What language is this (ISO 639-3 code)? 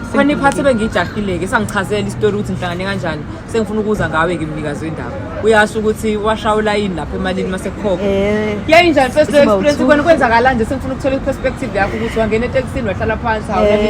zul